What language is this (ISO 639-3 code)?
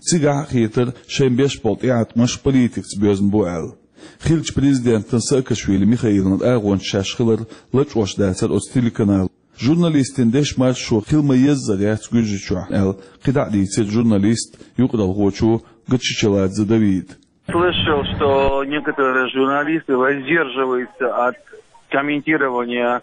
che